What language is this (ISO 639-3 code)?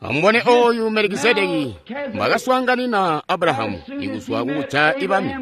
toi